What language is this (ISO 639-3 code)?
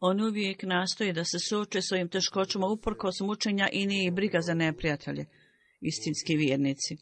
bos